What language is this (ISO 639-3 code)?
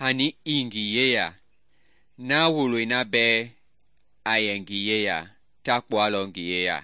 men